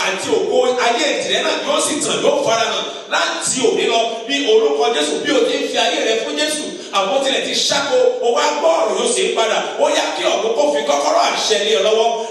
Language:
Yoruba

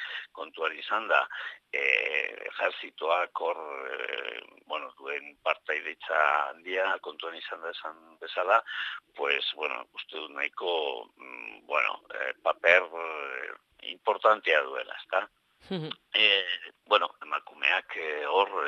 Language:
Basque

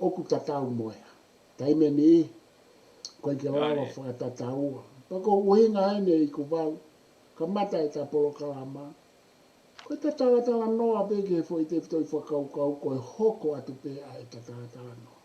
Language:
Tongan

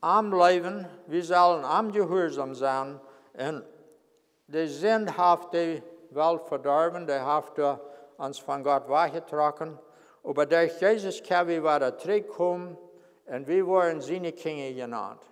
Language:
Plautdietsch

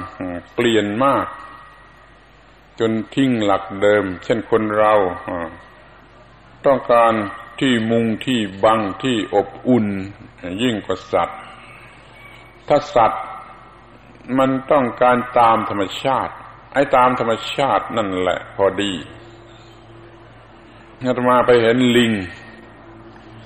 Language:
Thai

